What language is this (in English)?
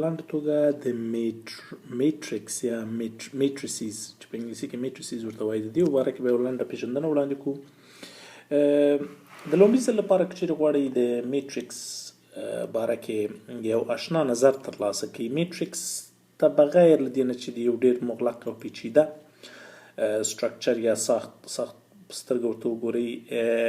Pashto